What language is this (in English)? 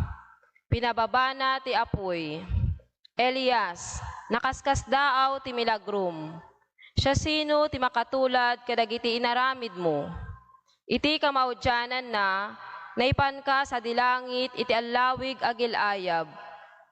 Iloko